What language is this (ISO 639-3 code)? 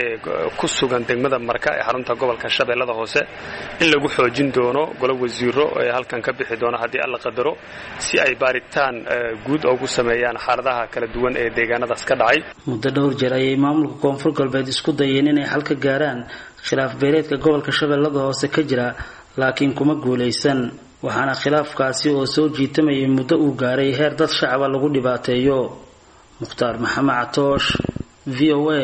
som